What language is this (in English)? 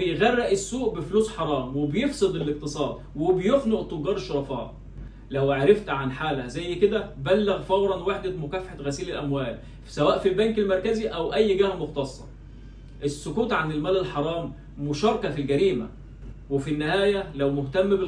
Egyptian Arabic